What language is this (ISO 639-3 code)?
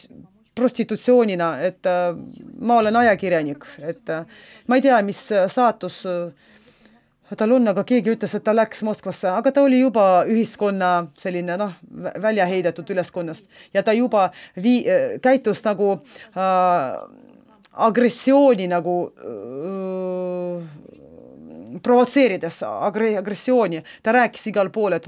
est